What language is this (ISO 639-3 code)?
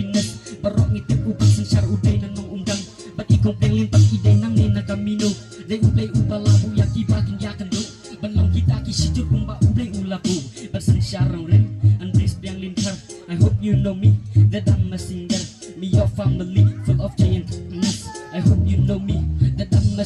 kha